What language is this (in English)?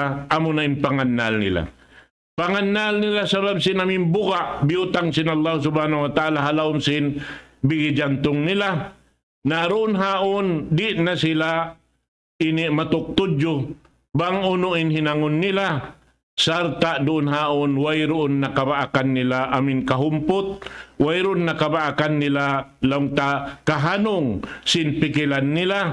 Tausug